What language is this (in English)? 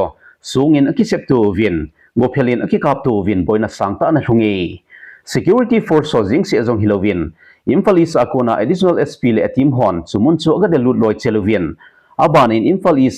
Thado Chin